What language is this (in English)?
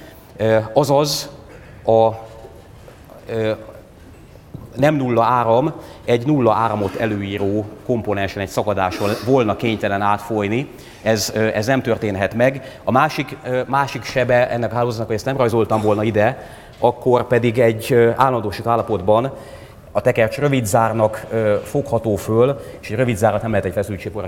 Hungarian